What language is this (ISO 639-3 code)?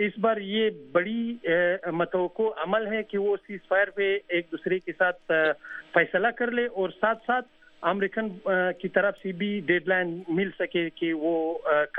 urd